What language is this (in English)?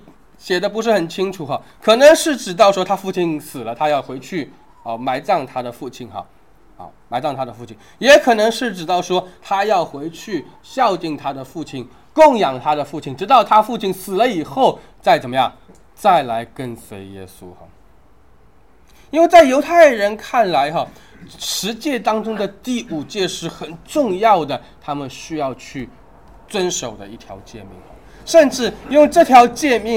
Chinese